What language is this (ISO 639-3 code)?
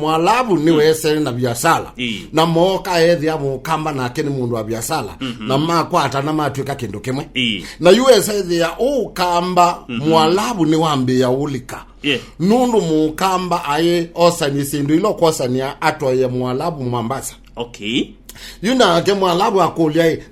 kam